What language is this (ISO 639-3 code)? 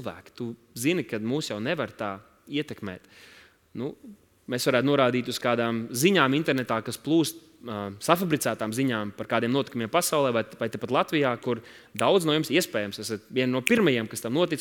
lav